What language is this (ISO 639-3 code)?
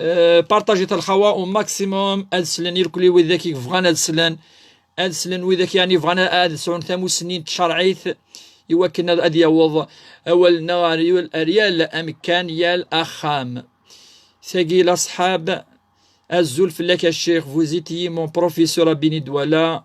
kab